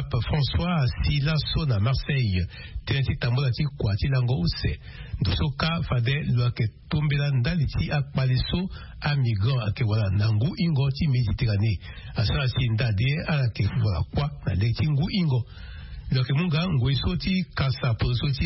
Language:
Sango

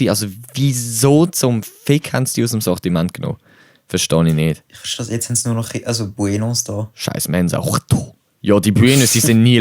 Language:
Swiss German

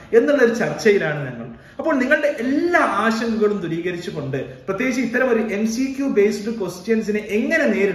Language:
Malayalam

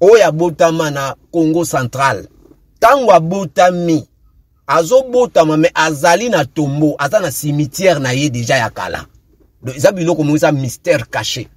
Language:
Lingala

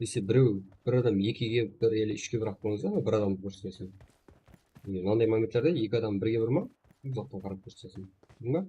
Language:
Kara-Kalpak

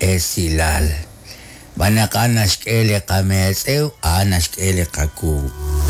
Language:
Kekchí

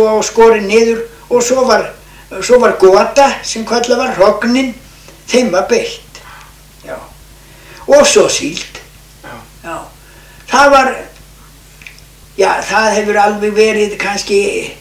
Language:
Icelandic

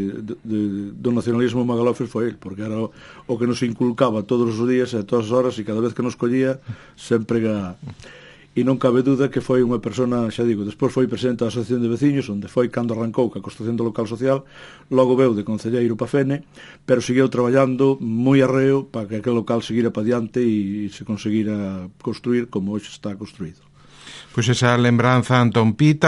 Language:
Galician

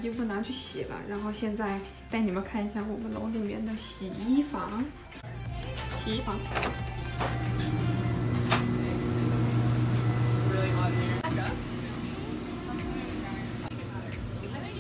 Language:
Chinese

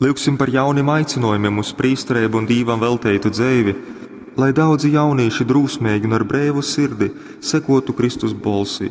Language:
Latgalian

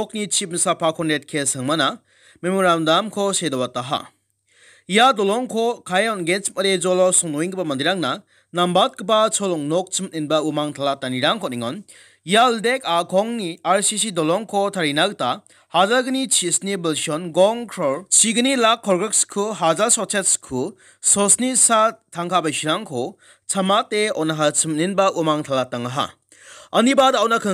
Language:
Garo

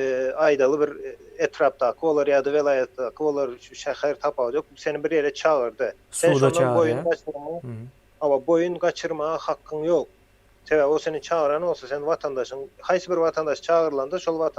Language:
Turkmen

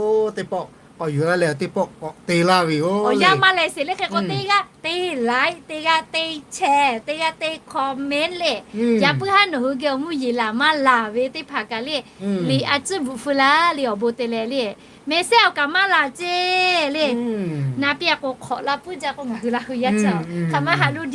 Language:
Lahu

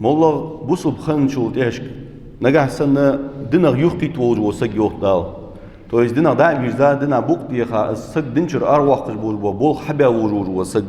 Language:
Ingush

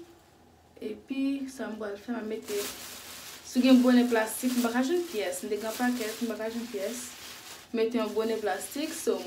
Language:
Haitian Creole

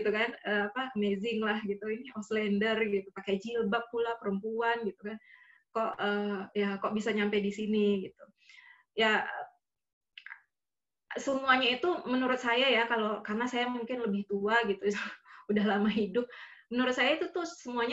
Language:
Indonesian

